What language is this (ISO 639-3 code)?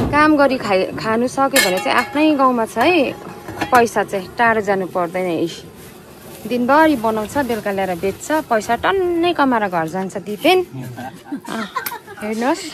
nep